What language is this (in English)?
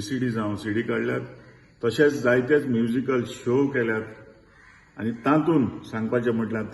Konkani